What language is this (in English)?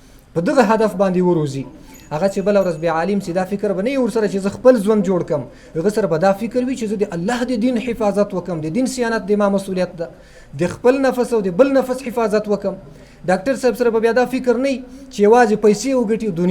Pashto